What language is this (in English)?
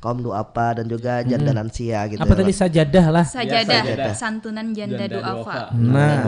Banjar